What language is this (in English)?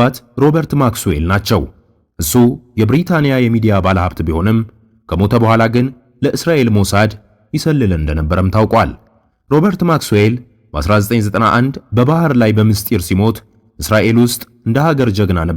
Amharic